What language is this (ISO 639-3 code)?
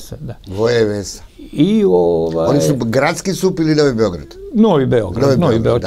srp